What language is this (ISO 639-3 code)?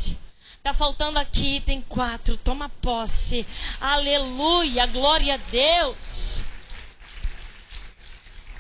por